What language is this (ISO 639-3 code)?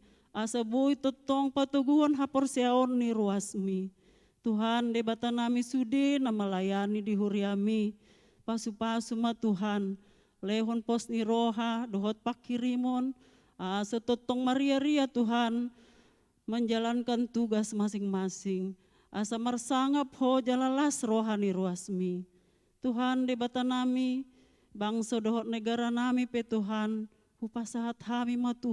bbc